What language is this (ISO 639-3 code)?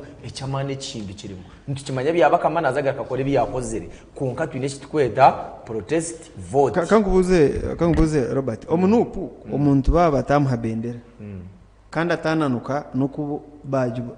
nyn